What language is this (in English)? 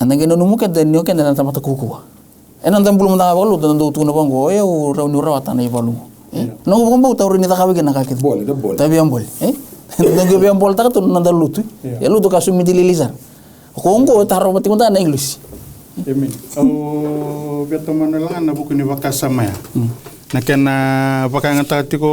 Fijian